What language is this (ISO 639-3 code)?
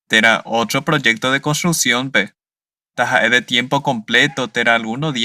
grn